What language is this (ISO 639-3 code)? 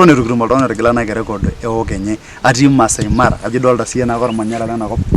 mas